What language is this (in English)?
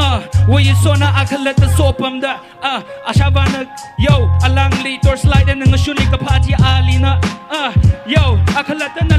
Tangkhul Naga (India)